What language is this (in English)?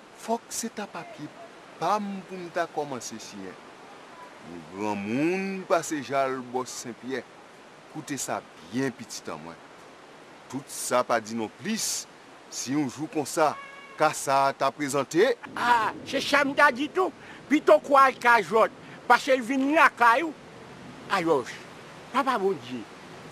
Haitian Creole